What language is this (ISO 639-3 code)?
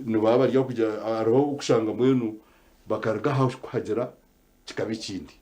nyn